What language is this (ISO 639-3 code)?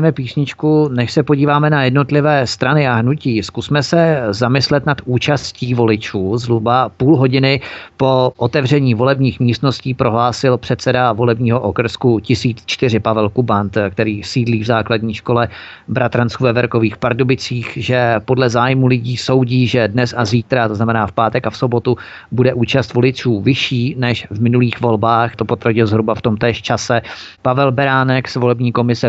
ces